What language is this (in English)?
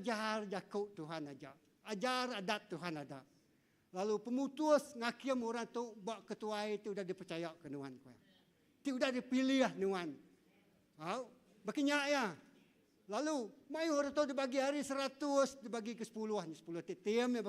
Iban